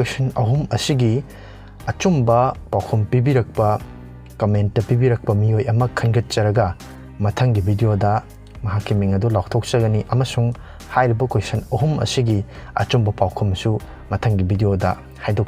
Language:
Manipuri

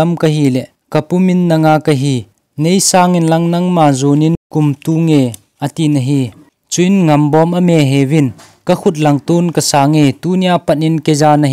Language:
Thado Chin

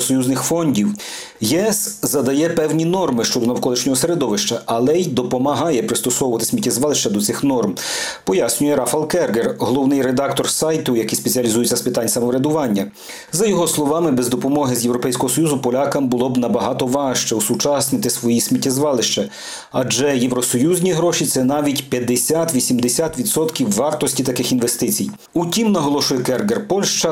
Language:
Ukrainian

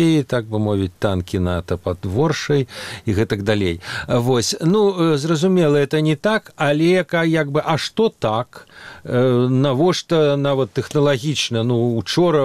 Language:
Belarusian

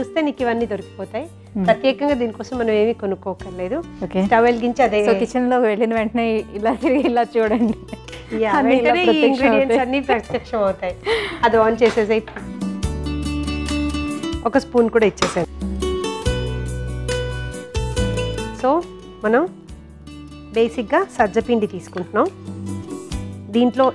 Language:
Telugu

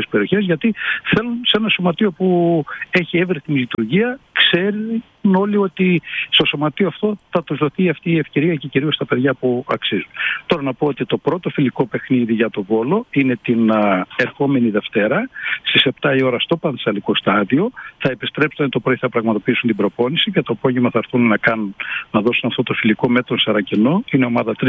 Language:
Greek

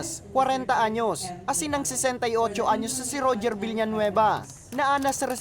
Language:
Bikol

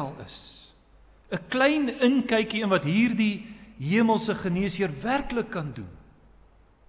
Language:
Afrikaans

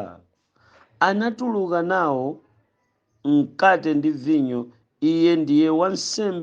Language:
Nyanja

